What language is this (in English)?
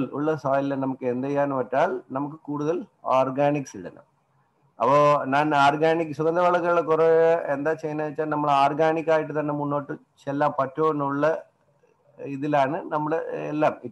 Malayalam